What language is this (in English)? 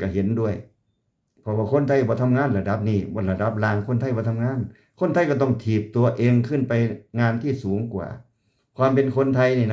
Lao